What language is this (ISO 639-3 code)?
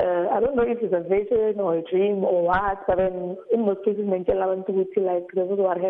nbl